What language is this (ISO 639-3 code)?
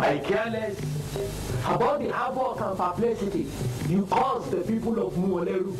pcm